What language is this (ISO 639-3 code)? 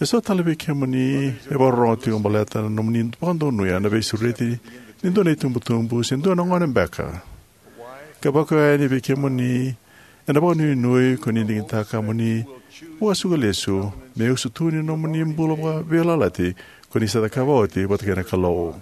fij